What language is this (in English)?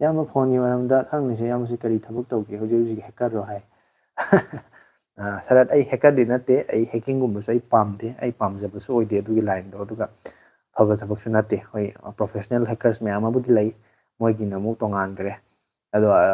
Manipuri